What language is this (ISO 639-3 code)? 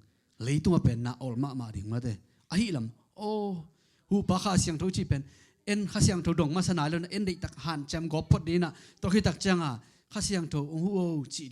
ctd